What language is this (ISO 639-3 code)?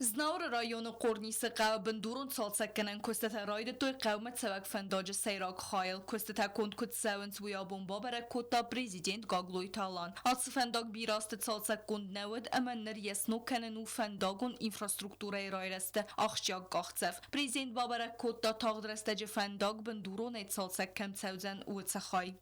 oss